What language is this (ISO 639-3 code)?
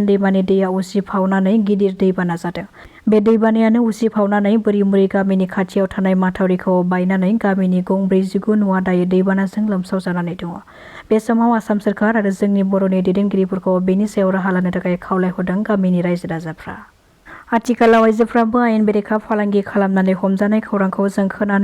brx